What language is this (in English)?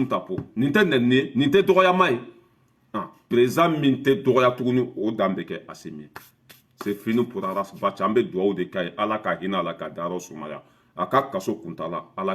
Bambara